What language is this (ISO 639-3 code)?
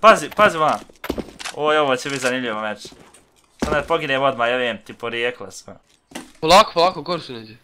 bos